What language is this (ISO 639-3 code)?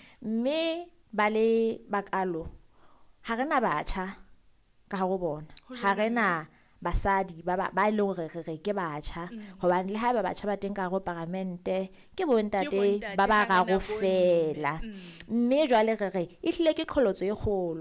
sot